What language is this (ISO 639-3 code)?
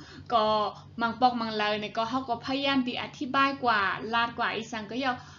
shn